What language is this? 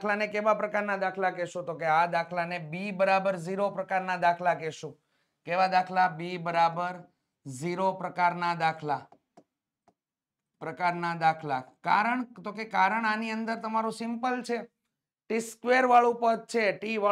Gujarati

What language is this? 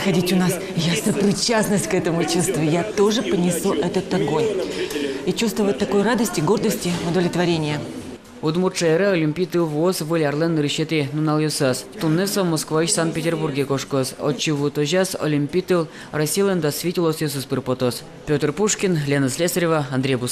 Udmurt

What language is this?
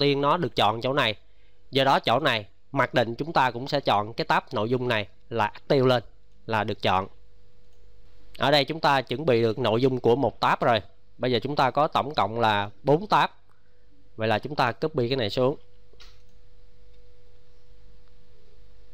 Vietnamese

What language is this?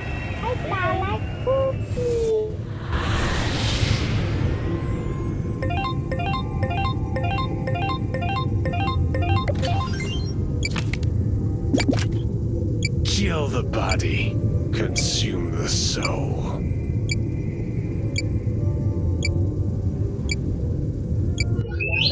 English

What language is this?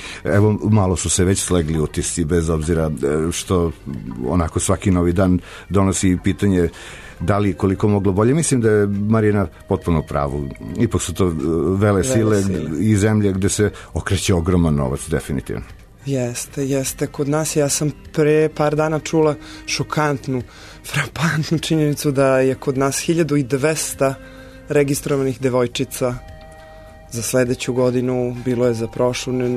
Serbian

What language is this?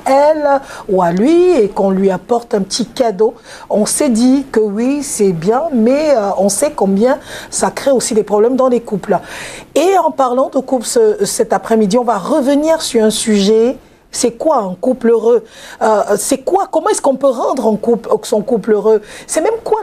French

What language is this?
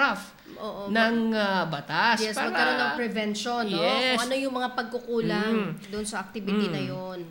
Filipino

